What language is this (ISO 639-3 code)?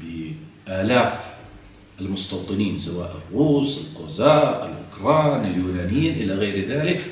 ajp